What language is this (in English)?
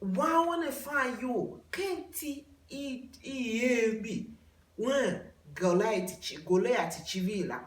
Tiv